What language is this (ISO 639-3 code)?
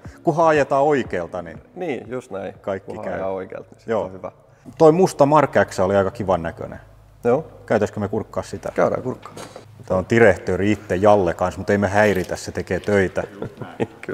fin